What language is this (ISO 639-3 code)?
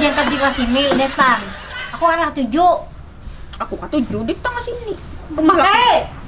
bjn